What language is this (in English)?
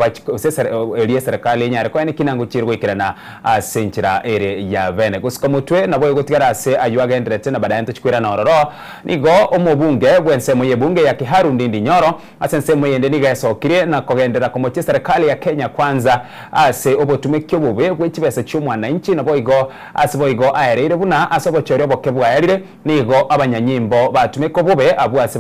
Gusii